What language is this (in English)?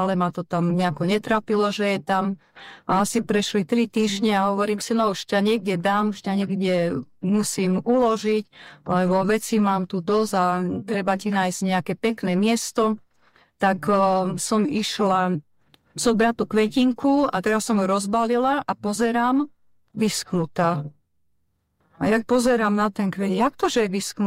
Slovak